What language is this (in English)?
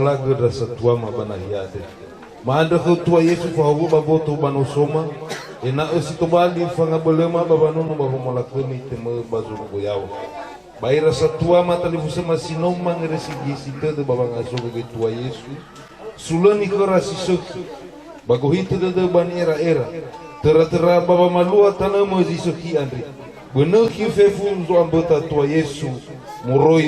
Nias